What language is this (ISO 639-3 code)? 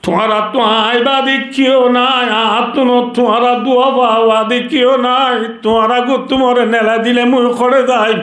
rhg